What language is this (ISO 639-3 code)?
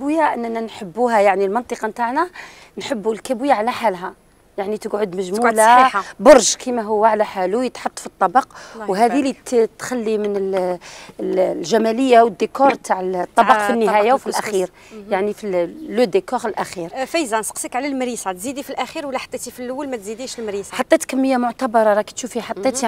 arq